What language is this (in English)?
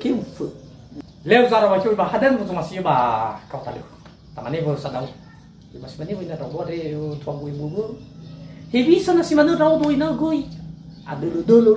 Nias